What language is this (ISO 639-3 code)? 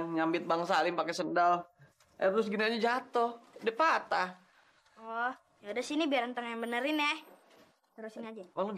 bew